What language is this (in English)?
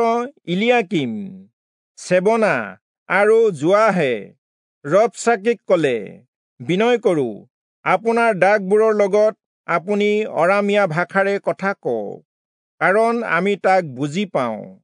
Assamese